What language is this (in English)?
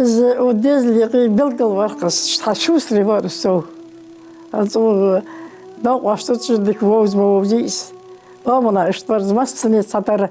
Ingush